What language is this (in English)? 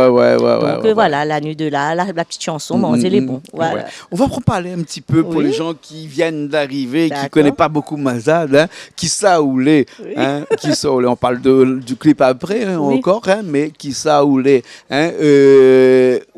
Réunion Creole French